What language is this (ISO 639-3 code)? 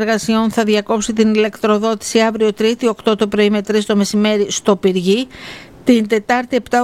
ell